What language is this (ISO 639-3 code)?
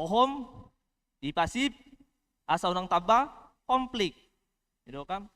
bbc